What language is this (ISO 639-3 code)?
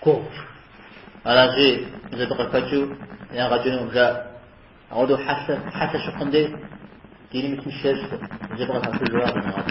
kbd